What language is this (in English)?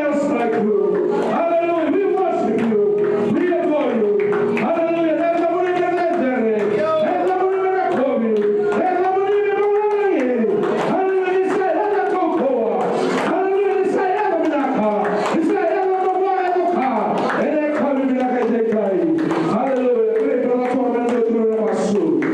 Fijian